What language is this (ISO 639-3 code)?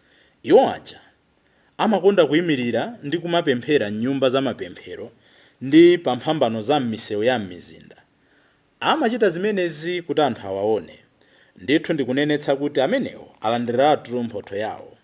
nya